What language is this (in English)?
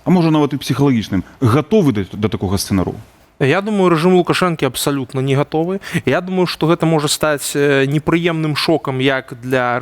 Belarusian